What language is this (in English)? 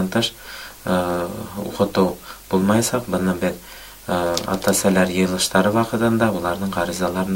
Bashkir